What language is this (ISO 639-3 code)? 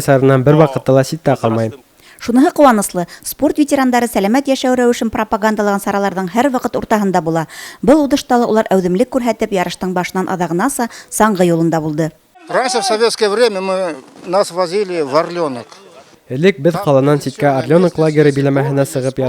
bak